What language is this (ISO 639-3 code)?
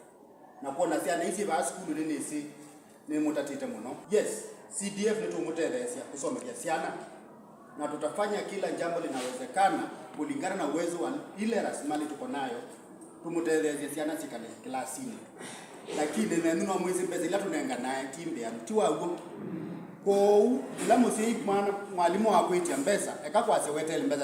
kam